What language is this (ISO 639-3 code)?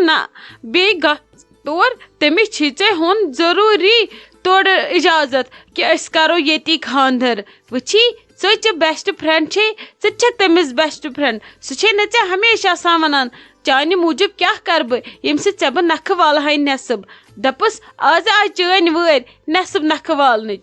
kas